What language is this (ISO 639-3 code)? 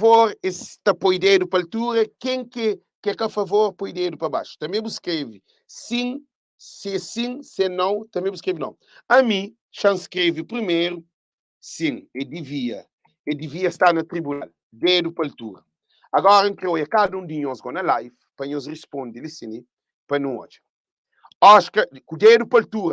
kea